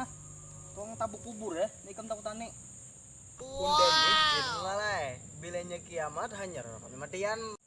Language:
Banjar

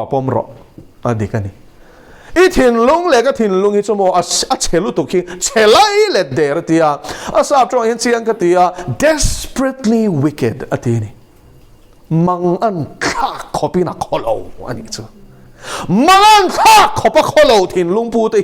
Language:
Mizo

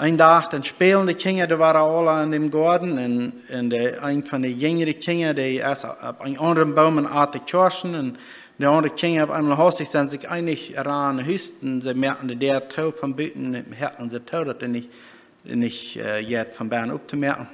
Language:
Plautdietsch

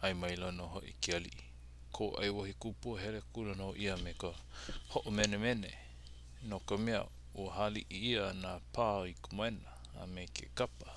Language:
Hawaiian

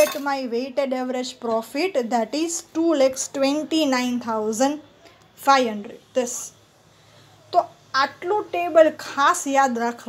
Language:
Gujarati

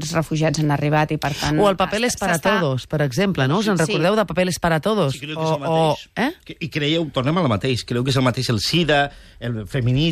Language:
Catalan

